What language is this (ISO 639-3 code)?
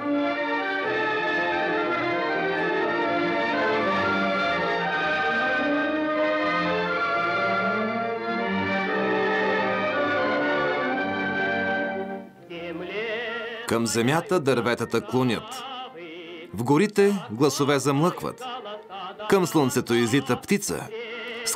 bul